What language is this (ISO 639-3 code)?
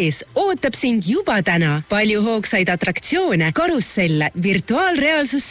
est